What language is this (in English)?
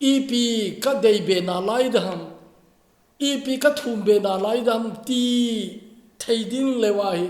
Thado Chin